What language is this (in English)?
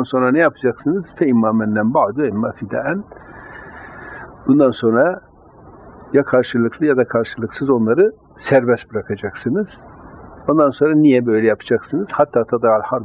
Turkish